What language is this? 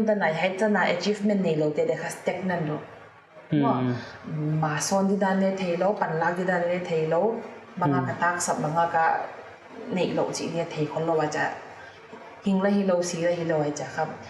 Paite Chin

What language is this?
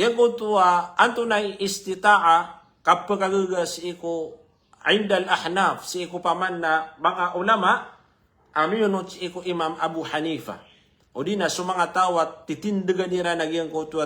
Maranao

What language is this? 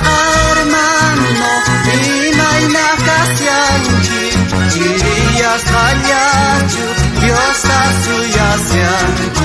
South Bolivian Quechua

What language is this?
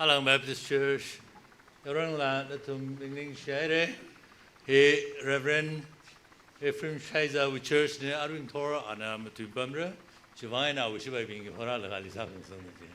Tangkhul Naga (India)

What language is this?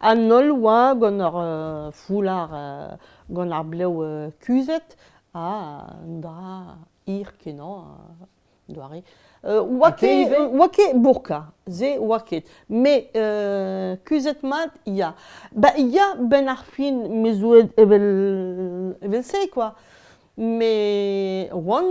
Breton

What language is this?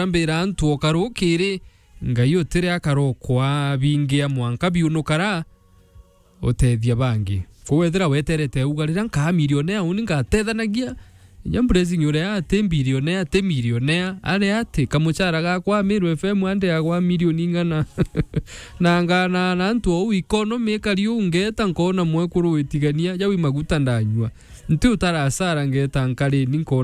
Meru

